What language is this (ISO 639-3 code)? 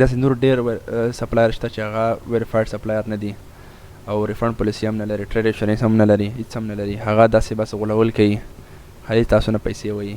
pus